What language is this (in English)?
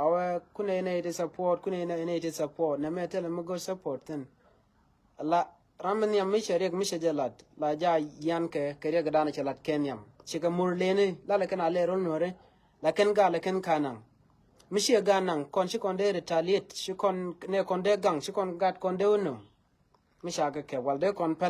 Nuer